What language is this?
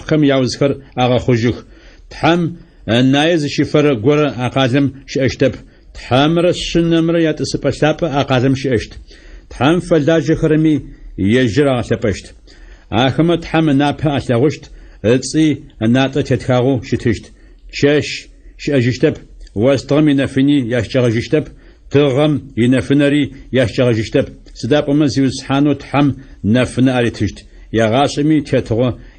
Adyghe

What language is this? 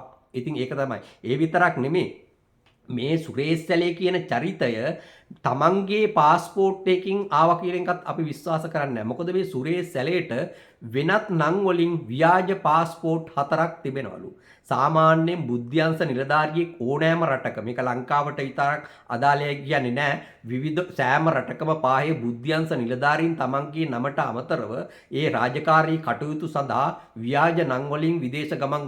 Sinhala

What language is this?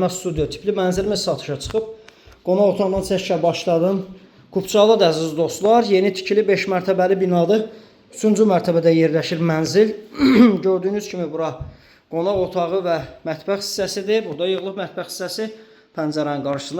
Azerbaijani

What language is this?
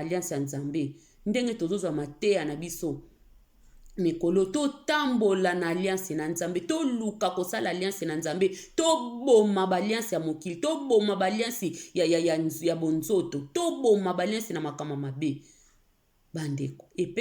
Lingala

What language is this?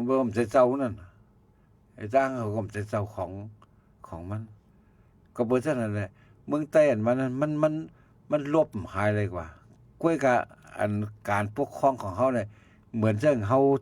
Shan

